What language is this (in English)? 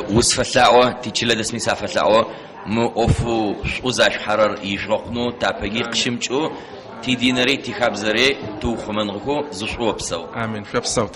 Adyghe